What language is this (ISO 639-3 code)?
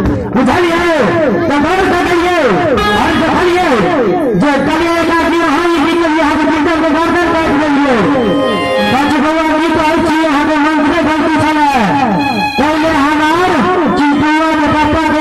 mai